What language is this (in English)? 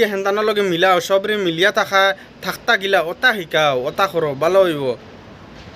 Sylheti